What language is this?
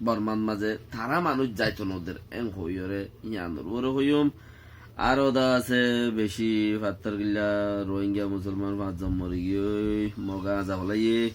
Rohingya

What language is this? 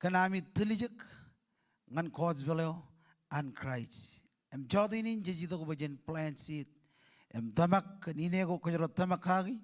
Marshallese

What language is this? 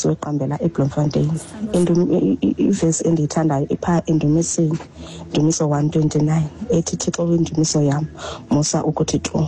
Xhosa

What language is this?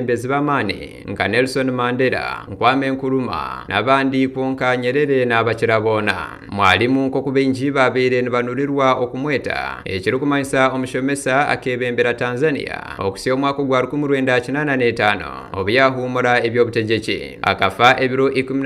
Nyankole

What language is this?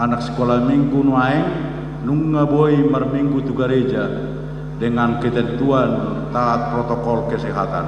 Batak Toba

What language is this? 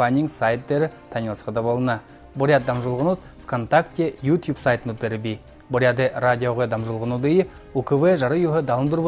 Buriat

